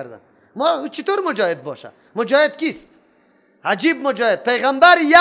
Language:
Persian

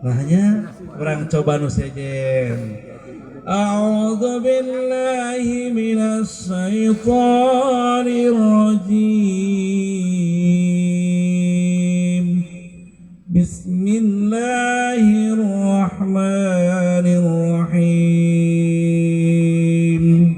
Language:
Sundanese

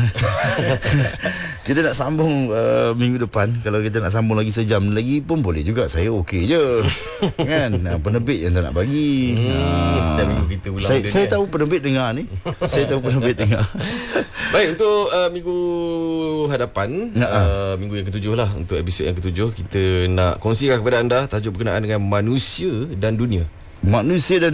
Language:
Malay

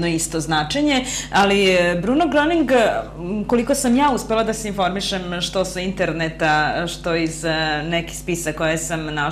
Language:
Serbian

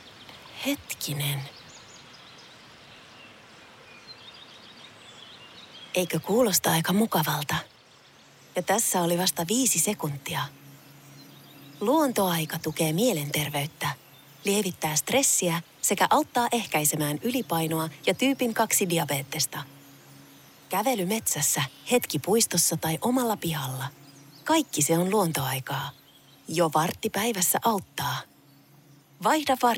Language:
Finnish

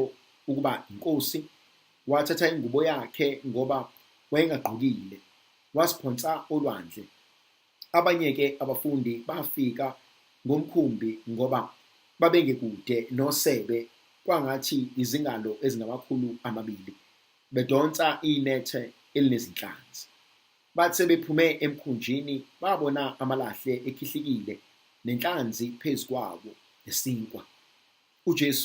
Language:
Zulu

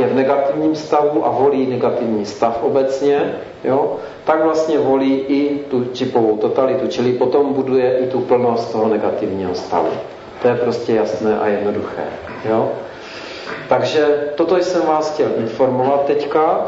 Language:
Czech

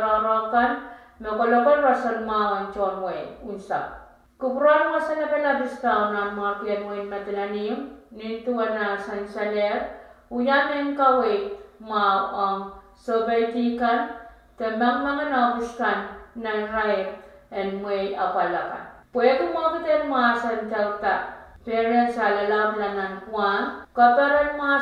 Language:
Pohnpeian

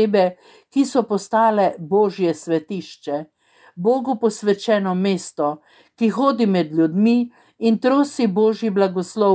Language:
Slovenian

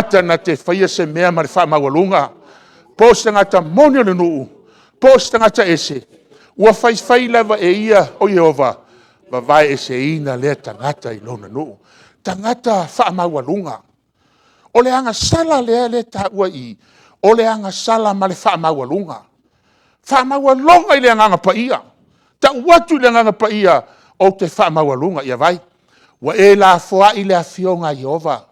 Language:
Samoan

